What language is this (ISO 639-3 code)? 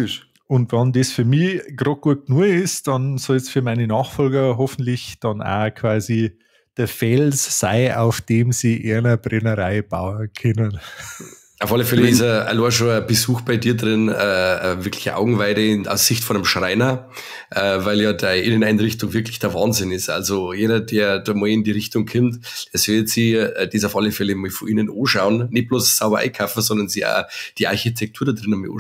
bar